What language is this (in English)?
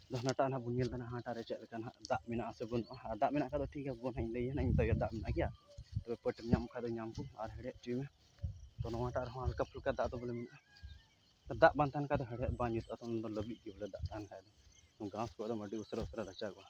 Santali